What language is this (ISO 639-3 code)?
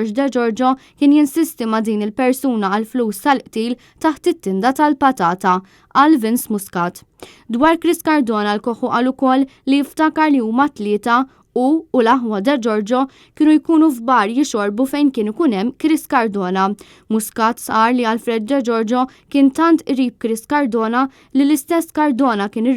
mlt